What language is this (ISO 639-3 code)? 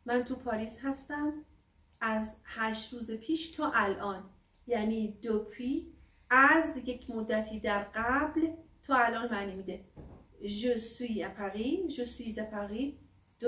fas